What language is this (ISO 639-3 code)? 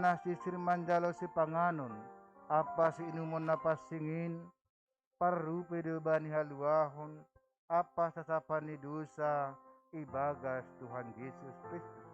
bts